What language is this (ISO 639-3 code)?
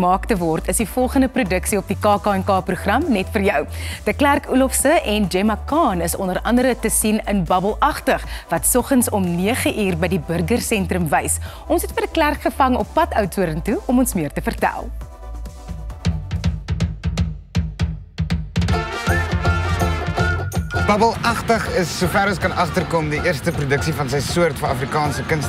afr